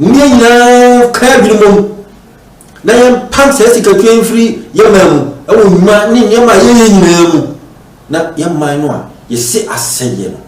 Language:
Akan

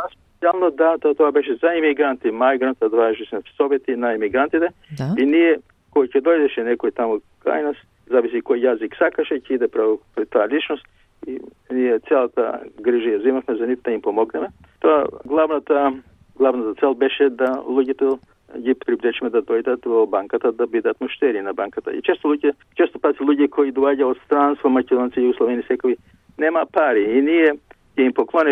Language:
Macedonian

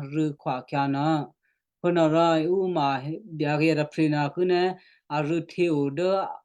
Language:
Western Kayah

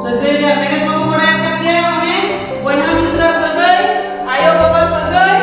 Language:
Santali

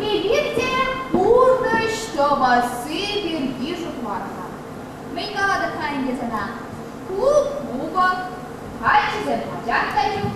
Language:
Chuvash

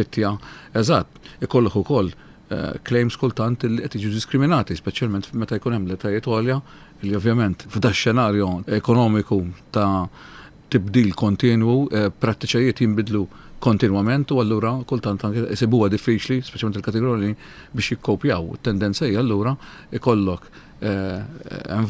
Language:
Maltese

